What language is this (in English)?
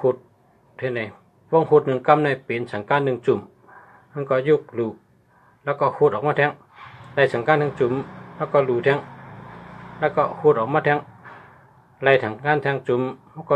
Shan